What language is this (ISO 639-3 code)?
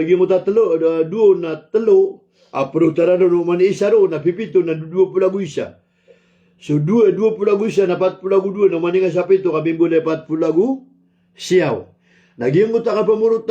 mrw